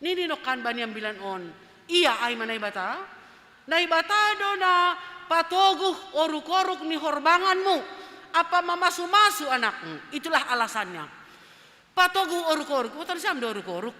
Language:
Batak Simalungun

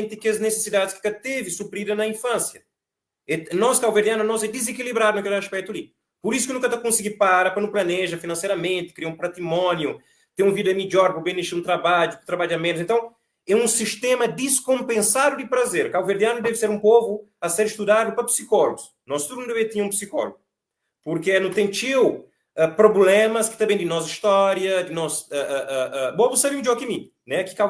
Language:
Kabuverdianu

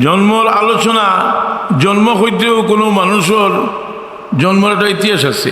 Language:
Sylheti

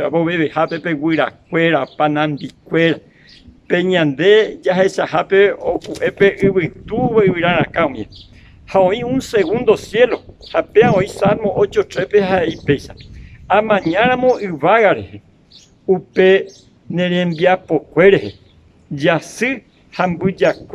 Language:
Guarani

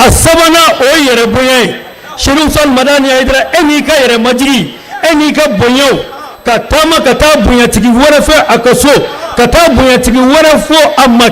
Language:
Bambara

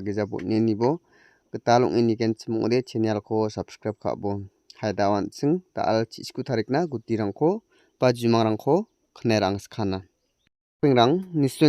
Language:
Garo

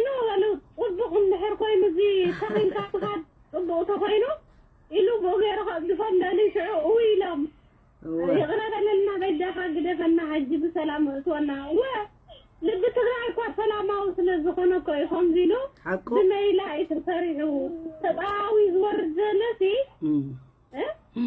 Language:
Tigrinya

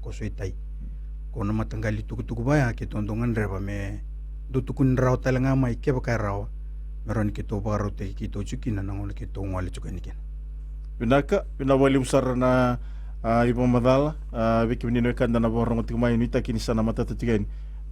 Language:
Fijian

